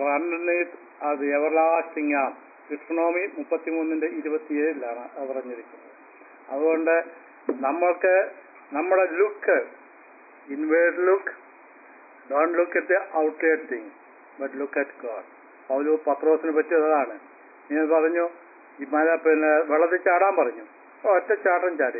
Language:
Malayalam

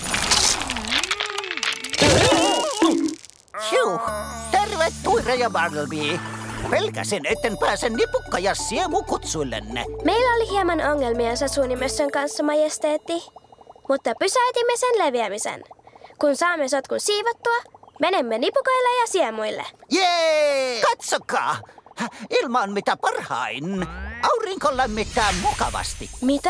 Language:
Finnish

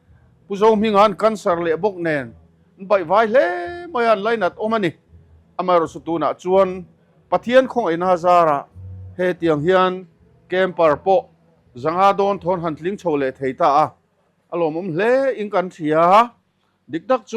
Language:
Mizo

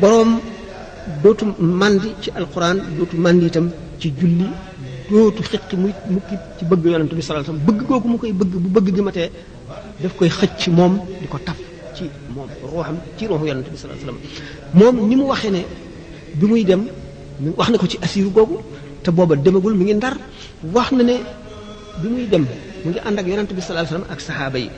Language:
Wolof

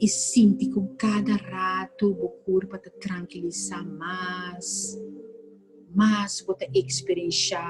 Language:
Papiamento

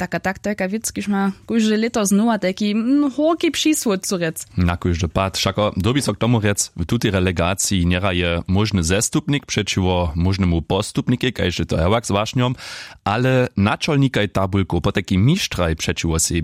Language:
Upper Sorbian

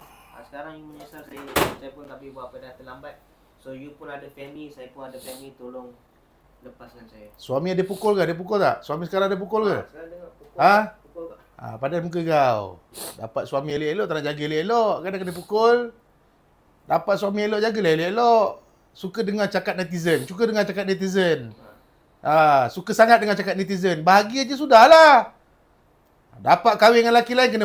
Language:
Malay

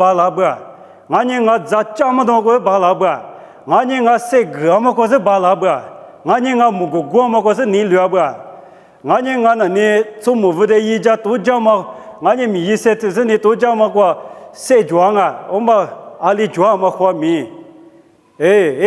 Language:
Lisu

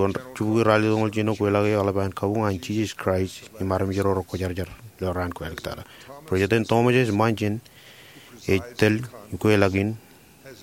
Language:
Marshallese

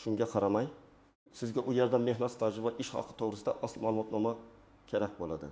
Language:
Uzbek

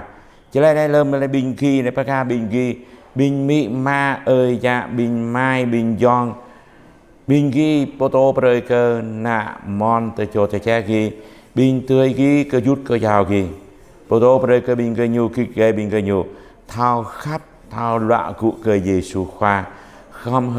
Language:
Jarai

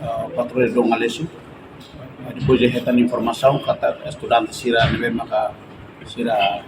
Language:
Tetum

